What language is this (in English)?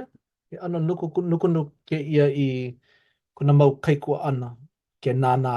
Hawaiian